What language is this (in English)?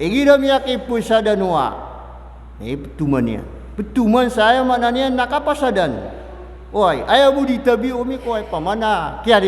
Maranao